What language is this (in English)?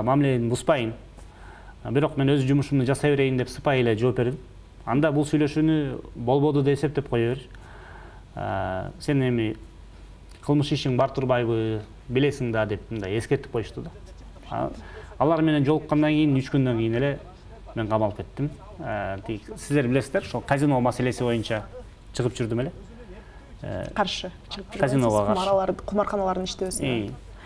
Kyrgyz